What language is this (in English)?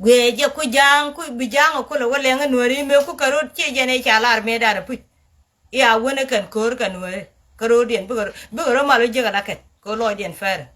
Nuer